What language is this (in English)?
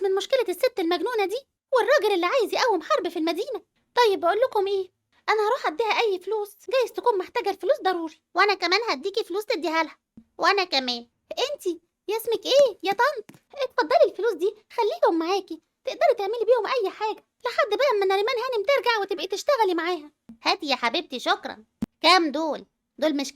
Egyptian Arabic